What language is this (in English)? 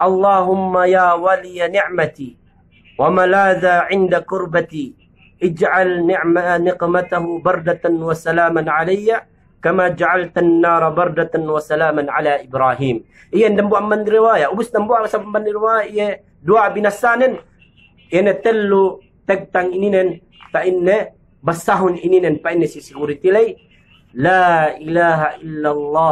Yakan